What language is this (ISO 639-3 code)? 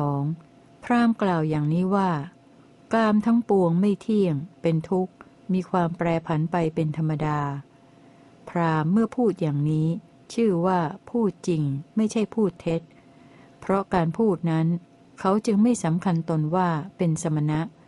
tha